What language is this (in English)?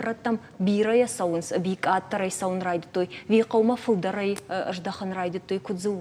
Ossetic